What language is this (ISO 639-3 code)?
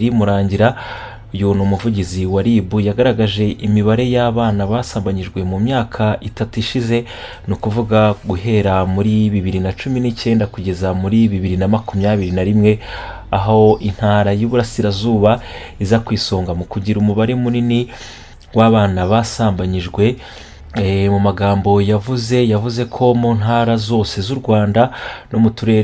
kin